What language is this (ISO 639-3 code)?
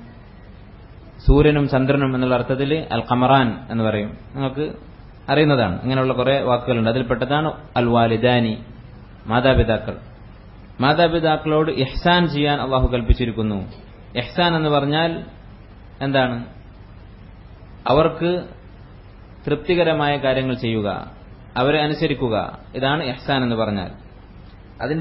mal